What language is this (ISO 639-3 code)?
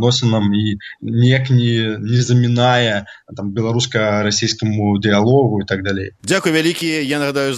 bel